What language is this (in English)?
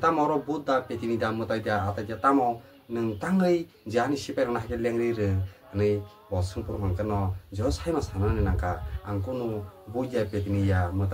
Kok Borok